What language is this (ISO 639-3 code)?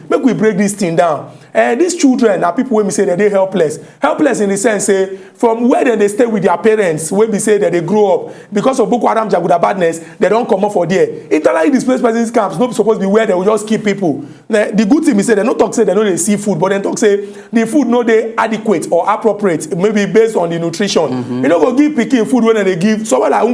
pcm